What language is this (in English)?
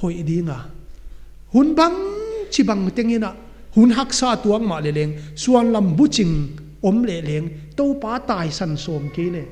Paite Chin